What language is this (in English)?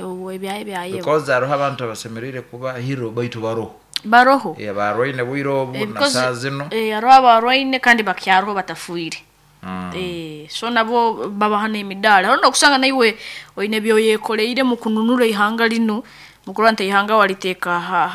Nyoro